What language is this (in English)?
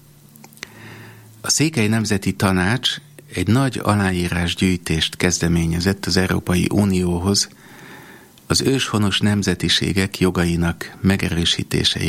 Hungarian